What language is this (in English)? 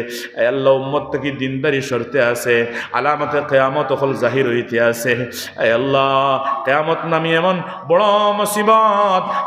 Sylheti